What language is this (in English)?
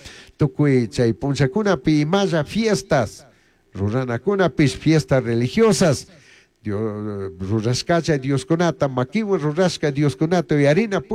Chimborazo Highland Quichua